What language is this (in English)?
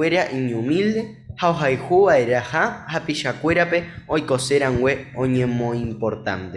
Guarani